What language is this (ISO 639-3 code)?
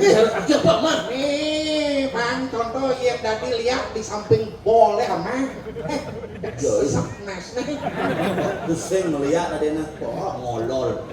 ban